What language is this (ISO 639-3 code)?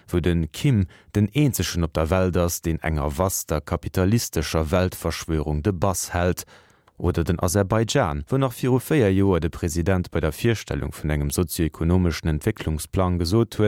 ltz